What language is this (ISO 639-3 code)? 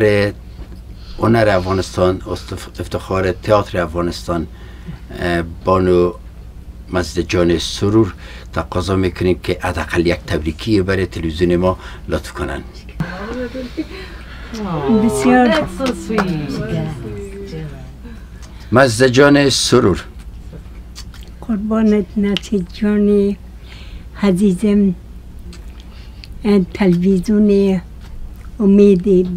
fas